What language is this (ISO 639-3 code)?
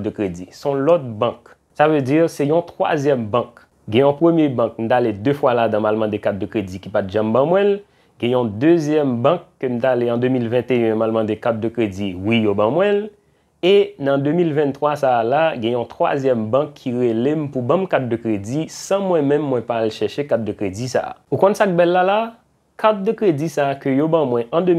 hat